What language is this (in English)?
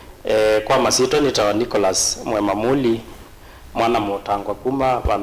Kamba